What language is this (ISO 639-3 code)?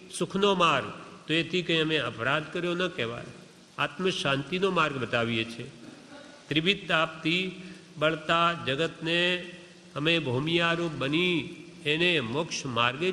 guj